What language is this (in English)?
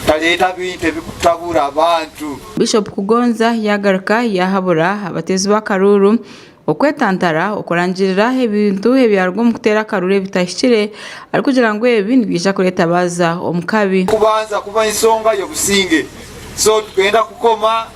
Nyankole